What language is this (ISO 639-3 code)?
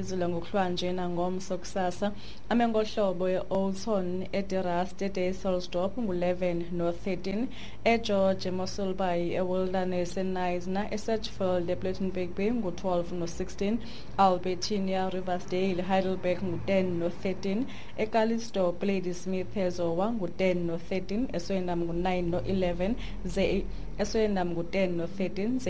xho